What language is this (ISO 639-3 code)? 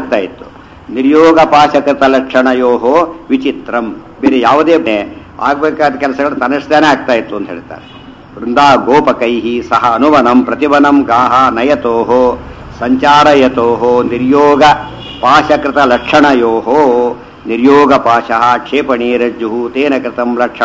kan